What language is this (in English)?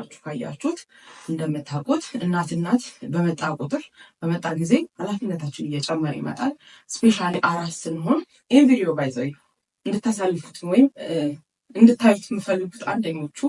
Amharic